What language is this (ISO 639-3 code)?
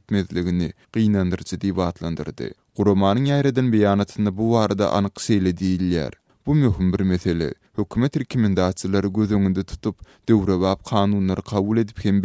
tuk